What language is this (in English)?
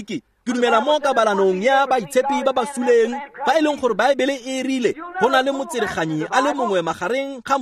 Tswana